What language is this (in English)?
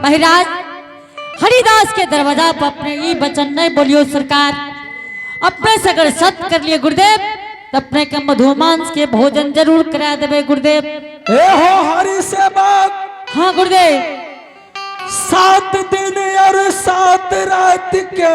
Angika